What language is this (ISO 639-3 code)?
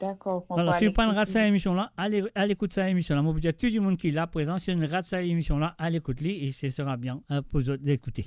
mfe